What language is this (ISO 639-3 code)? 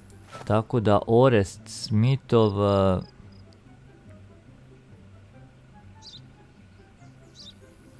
hrv